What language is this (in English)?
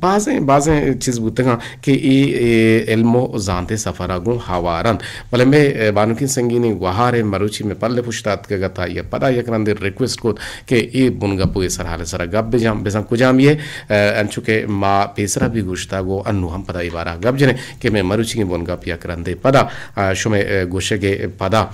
Eastern Balochi